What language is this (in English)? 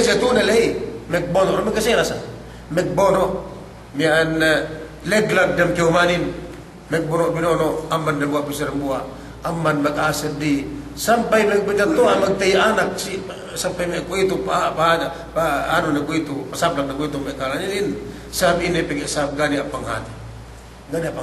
Yakan